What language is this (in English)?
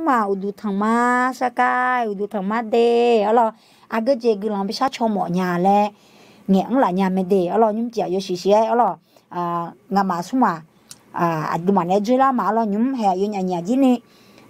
Akha